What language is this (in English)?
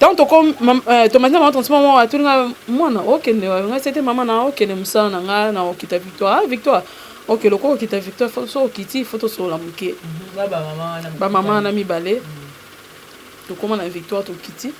Lingala